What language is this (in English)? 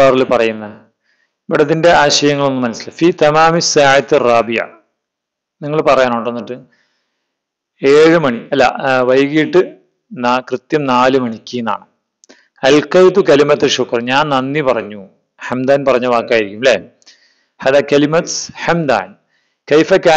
Malayalam